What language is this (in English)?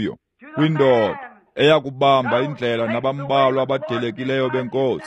Xhosa